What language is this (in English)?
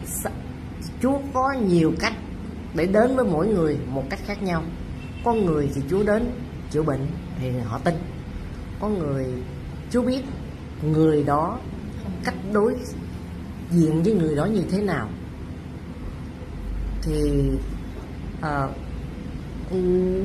Vietnamese